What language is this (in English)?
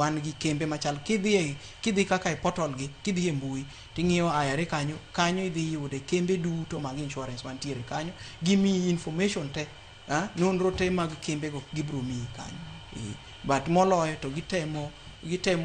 Luo (Kenya and Tanzania)